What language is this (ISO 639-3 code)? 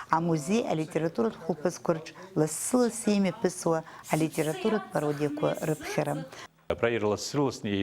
abk